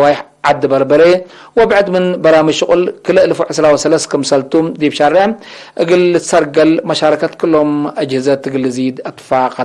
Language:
Tigre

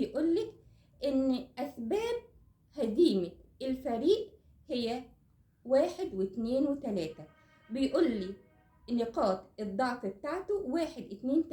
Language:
Egyptian Arabic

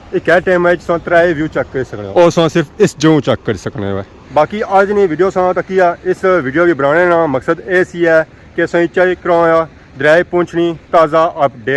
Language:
Pahari-Potwari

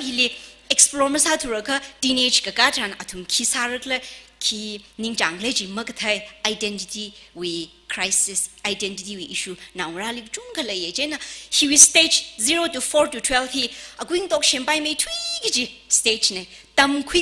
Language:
Tangkhul Naga (India)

